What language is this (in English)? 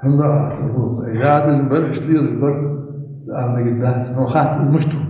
Ingush